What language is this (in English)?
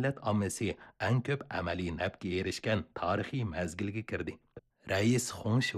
Uyghur